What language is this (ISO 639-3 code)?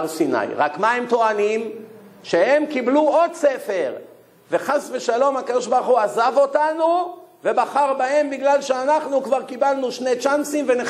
heb